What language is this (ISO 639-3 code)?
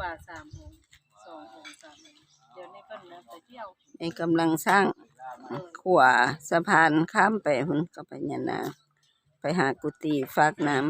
lao